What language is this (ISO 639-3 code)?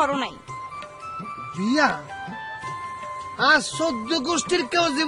ben